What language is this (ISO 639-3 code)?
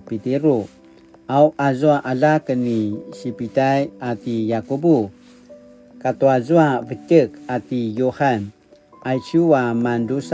pwn